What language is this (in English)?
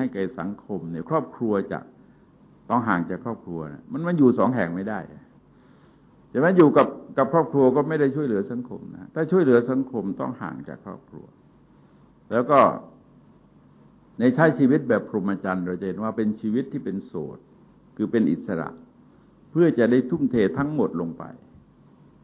Thai